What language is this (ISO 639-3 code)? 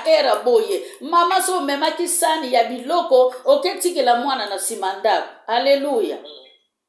lin